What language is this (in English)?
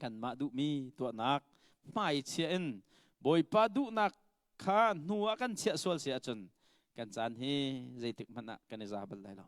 Hakha Chin